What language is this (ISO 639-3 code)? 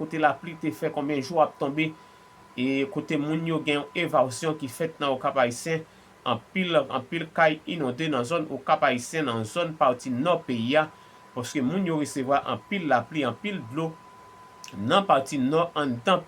hat